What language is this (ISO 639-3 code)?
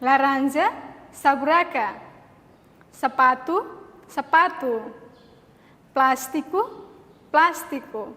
tet